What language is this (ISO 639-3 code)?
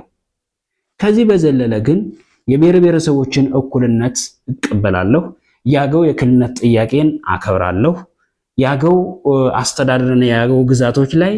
amh